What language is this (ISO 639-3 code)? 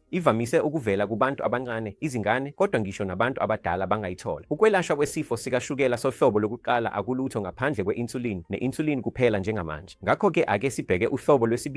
zul